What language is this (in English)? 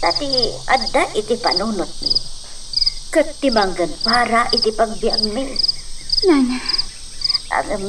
Iloko